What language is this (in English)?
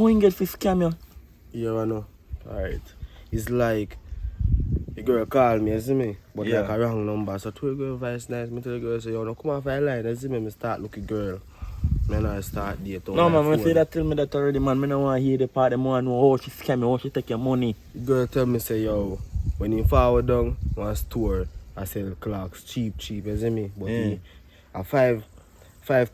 Jamaican Creole English